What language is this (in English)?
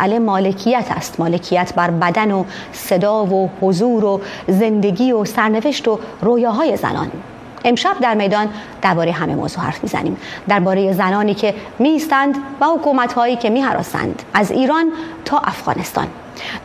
Persian